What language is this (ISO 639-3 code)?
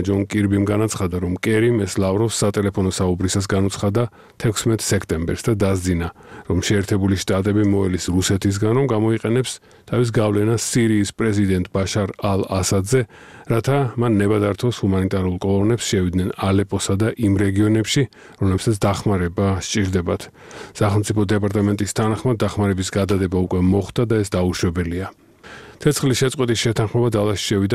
kat